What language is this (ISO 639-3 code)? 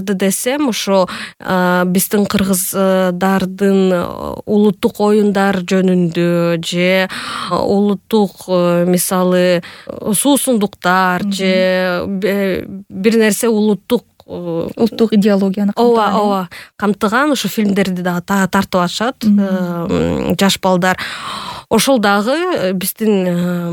kir